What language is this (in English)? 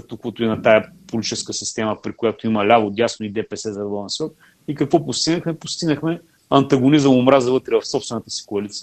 Bulgarian